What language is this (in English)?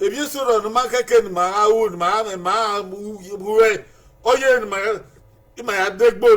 Bini